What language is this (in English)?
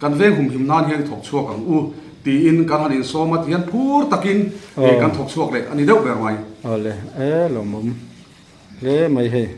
Mizo